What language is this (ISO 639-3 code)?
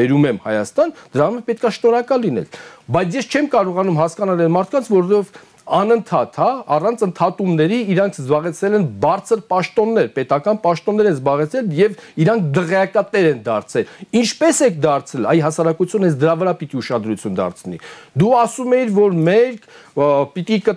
hye